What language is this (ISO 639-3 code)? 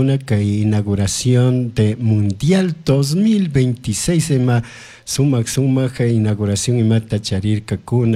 qug